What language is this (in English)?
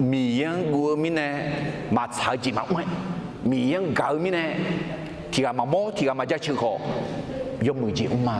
Akha